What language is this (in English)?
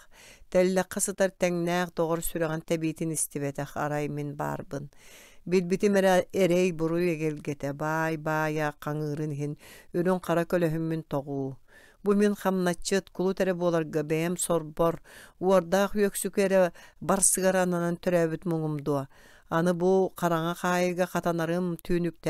Yakut